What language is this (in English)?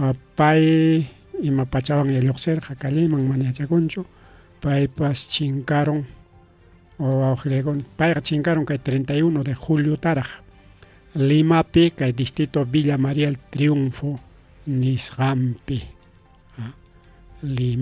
Ayacucho Quechua